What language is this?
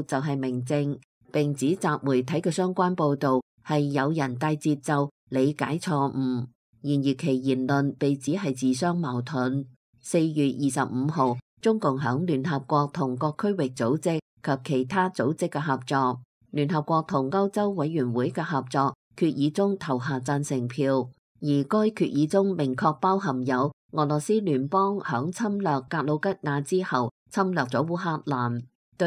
Cantonese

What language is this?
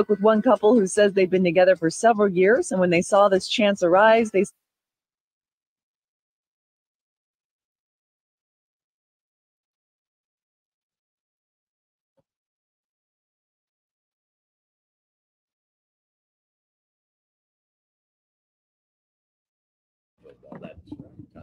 English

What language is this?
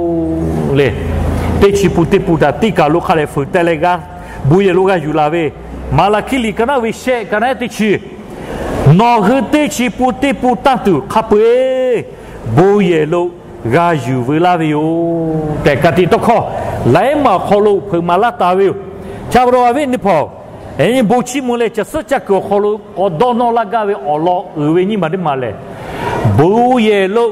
Lahu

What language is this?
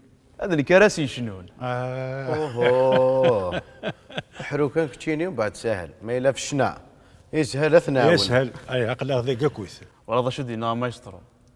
Kabyle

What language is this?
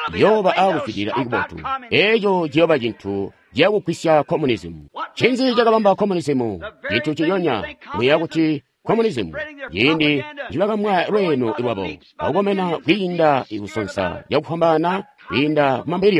Tonga (Zambia)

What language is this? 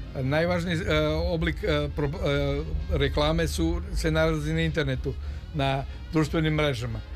Serbian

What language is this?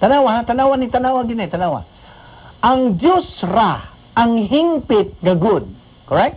Cebuano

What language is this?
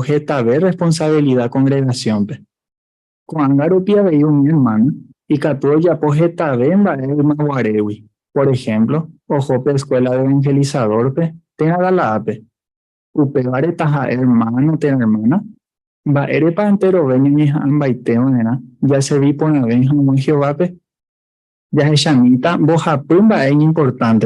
Guarani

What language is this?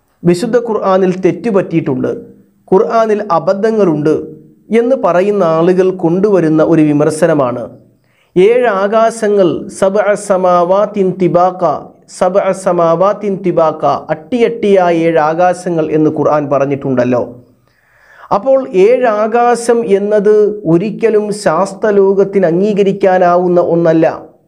Malayalam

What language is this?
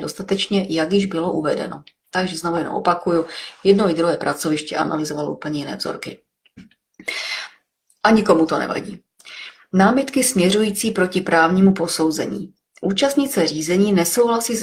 Czech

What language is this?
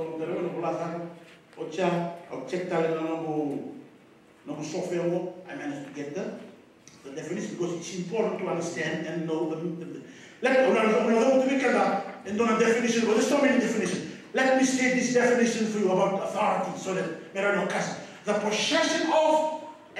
Fijian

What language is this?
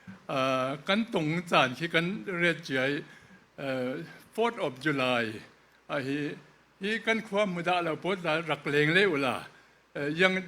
Falam Chin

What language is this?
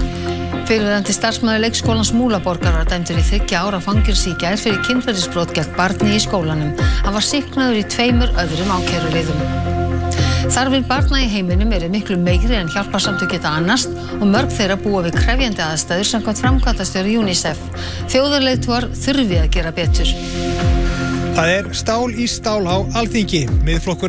Icelandic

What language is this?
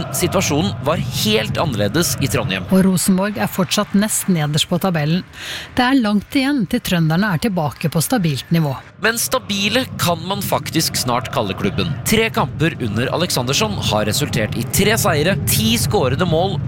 Norwegian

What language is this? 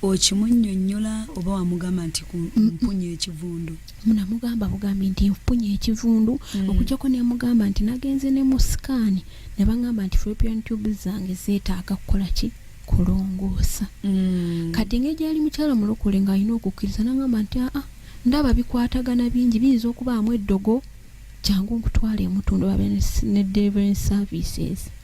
Ganda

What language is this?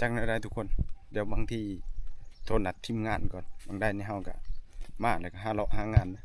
Northeastern Thai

